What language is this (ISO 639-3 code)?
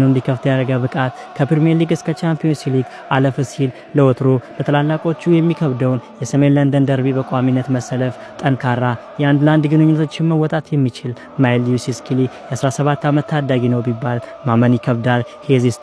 amh